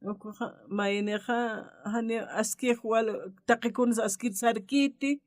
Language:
Aymara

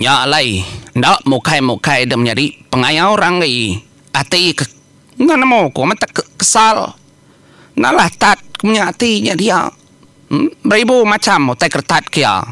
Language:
Iban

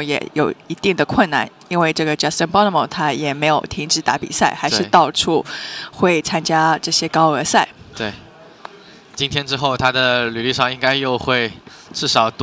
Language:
Chinese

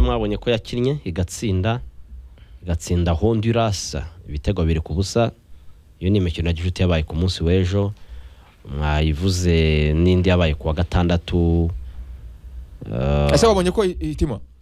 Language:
Kinyarwanda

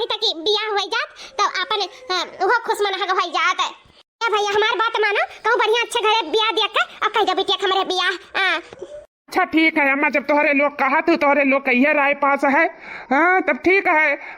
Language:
Awadhi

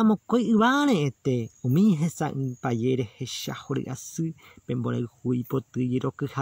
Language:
Guarani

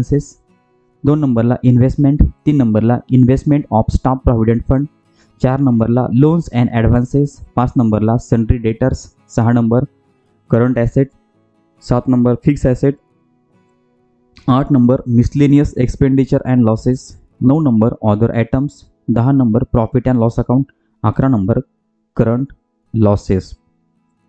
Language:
Marathi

